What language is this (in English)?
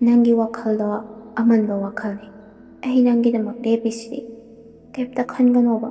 Manipuri